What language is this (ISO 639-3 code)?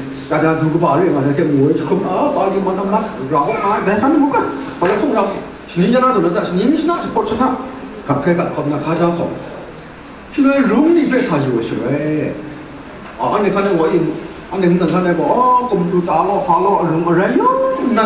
kac